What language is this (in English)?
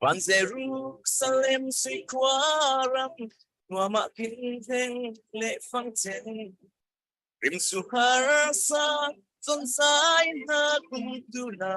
Falam Chin